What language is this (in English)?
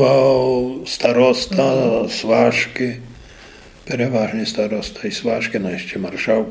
Rusyn